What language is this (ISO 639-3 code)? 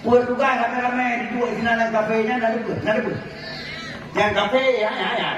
ace